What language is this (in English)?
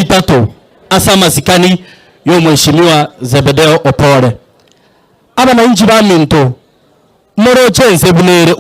Gusii